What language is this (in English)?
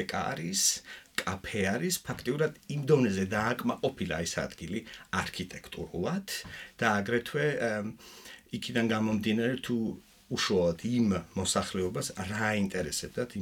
Georgian